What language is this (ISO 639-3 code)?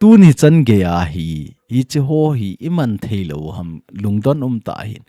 tcz